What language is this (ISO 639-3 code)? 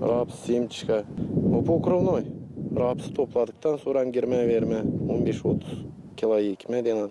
gag